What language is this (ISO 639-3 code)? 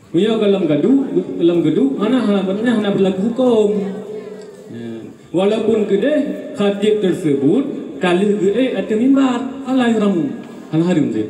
ace